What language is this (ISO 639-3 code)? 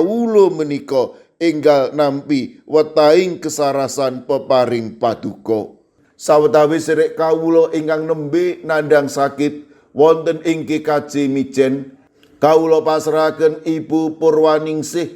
jav